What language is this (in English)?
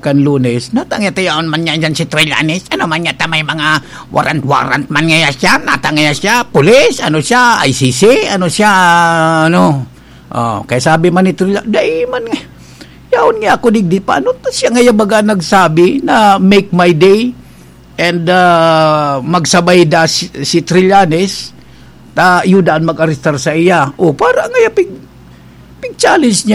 Bikol